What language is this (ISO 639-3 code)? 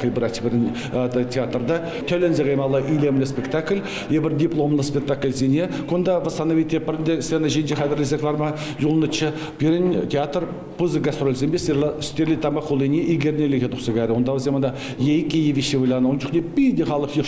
chv